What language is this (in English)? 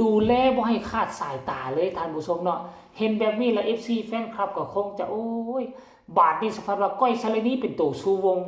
Northeastern Thai